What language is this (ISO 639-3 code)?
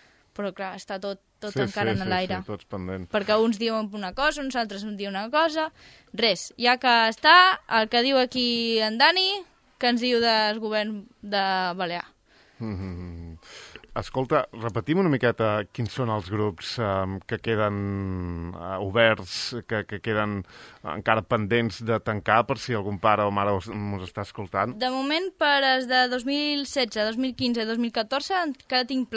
cat